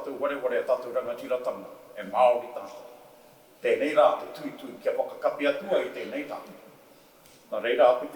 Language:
Māori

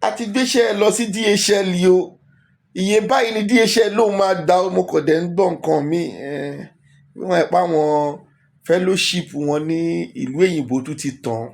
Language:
Yoruba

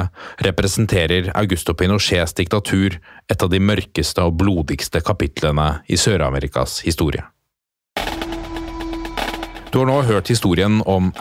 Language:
Norwegian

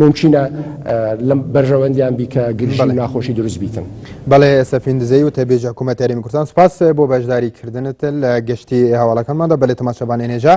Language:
Central Kurdish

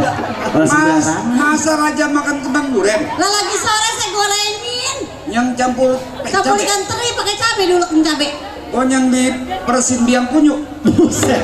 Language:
Betawi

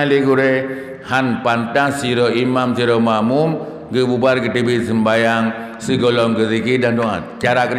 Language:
Achinese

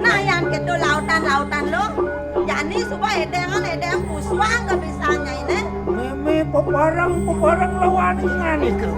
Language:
Balinese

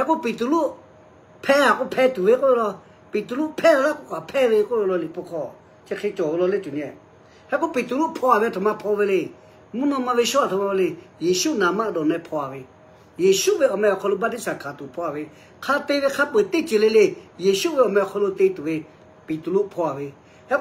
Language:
Lahu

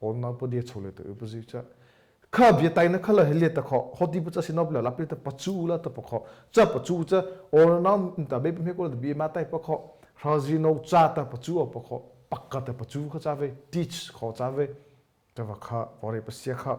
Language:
Mara Chin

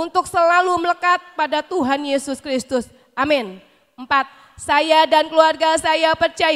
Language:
Indonesian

